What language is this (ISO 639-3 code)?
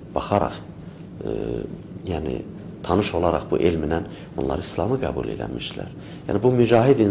aze